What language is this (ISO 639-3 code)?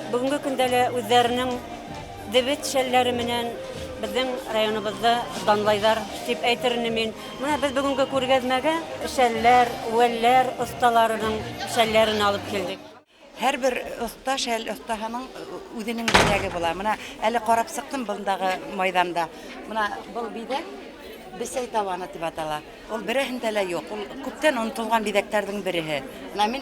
bak